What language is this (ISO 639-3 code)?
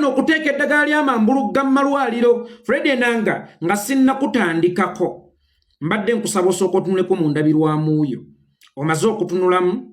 lug